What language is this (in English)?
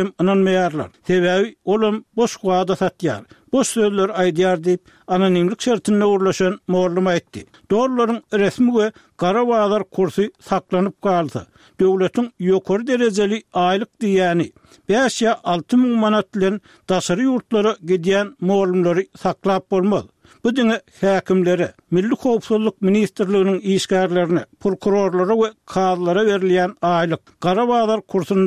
Turkmen